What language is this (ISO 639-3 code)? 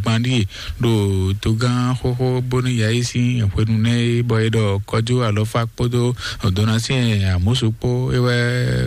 fon